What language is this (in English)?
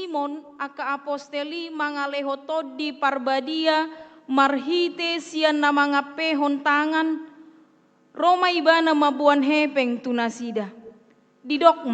Batak Toba